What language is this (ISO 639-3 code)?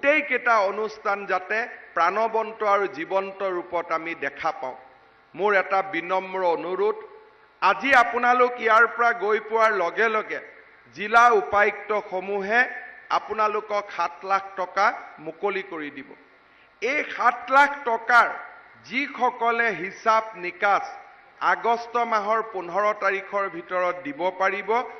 asm